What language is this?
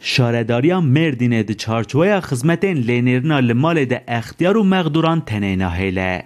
Kurdish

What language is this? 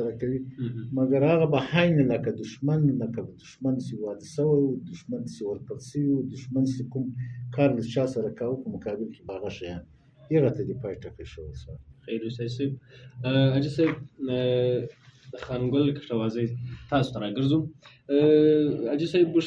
Pashto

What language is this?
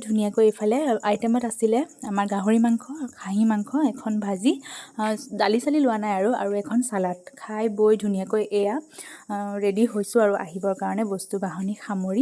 Assamese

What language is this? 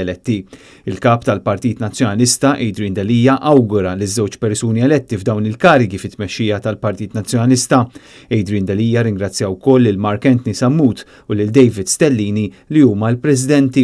Maltese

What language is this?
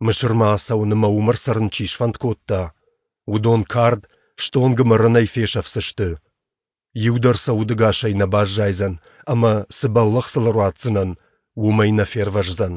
Ossetic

